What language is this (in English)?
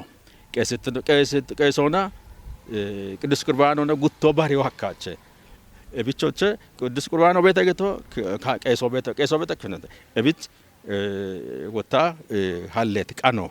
Kafa